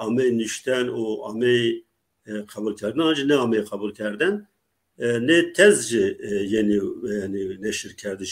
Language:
Zaza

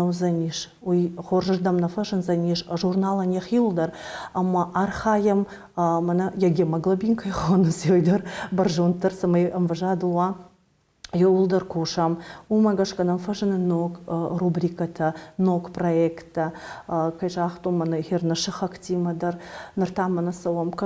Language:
Ossetic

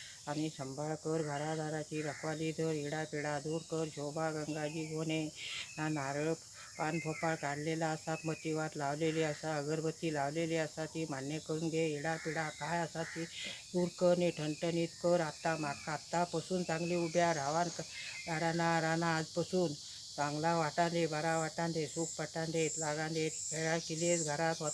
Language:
Konkani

